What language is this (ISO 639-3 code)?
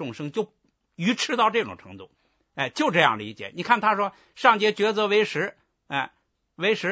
zho